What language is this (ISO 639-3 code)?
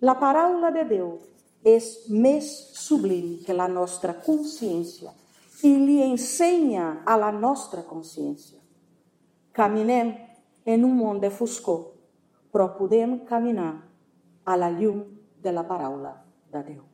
cat